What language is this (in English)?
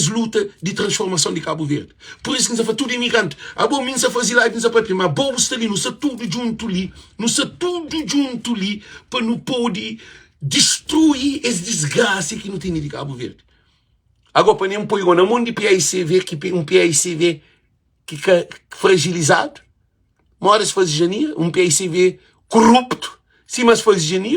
Kabuverdianu